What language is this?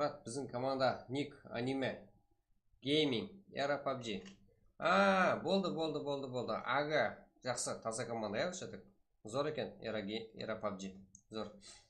Kara-Kalpak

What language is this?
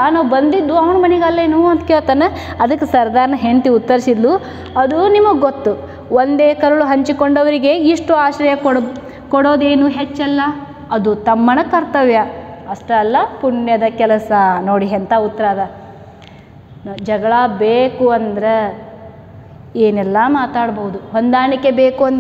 Kannada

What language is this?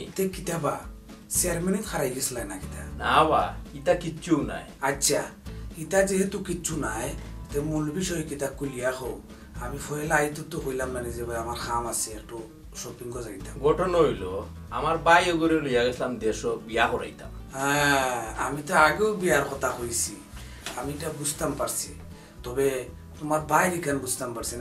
Sylheti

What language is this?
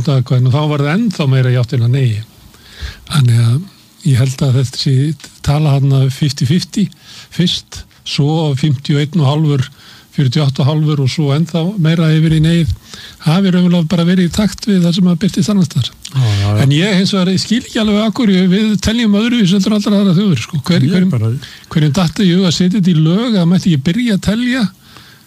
Icelandic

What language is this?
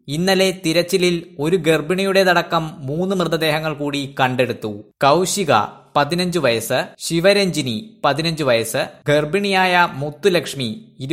Malayalam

